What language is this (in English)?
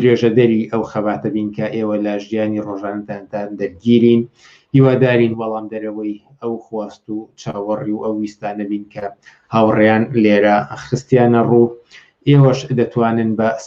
Central Kurdish